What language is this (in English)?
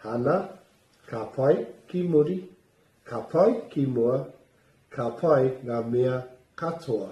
Māori